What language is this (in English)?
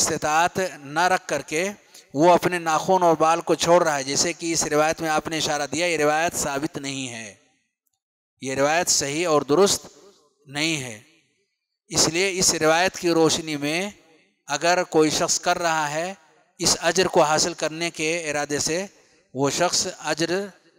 Urdu